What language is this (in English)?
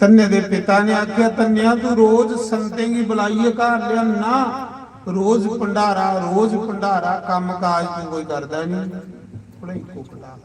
Dogri